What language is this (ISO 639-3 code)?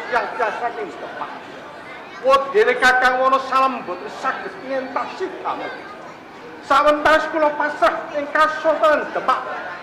jav